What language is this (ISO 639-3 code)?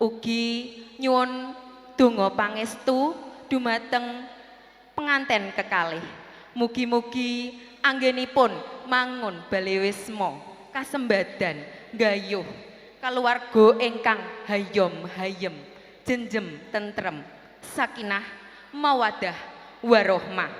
jav